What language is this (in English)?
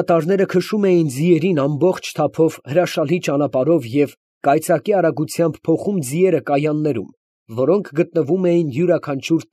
Armenian